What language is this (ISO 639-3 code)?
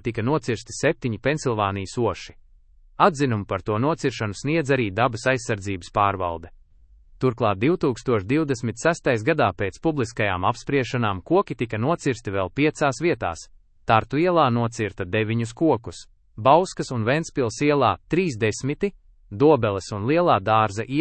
lav